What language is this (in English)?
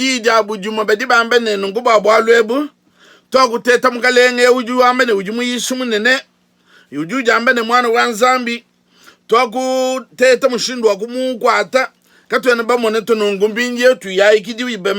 Luba-Lulua